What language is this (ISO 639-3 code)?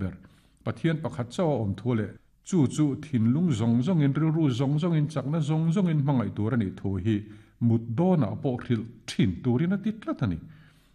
lus